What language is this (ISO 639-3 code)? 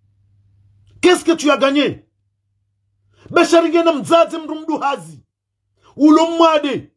zdj